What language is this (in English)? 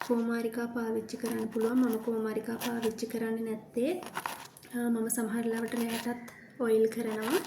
Sinhala